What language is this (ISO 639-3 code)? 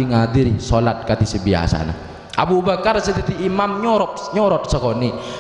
mad